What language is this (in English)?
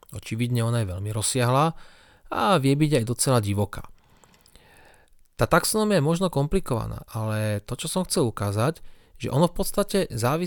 Slovak